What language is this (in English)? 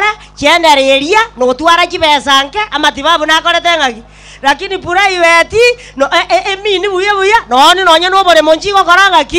Gusii